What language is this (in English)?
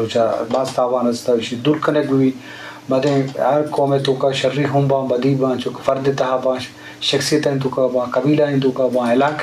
Eastern Balochi